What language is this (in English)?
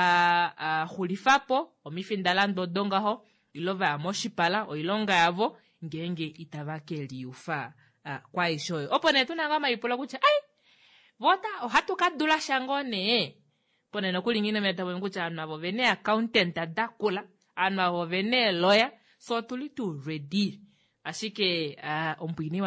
Kuanyama